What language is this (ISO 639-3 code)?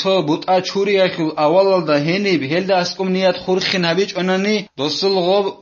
ava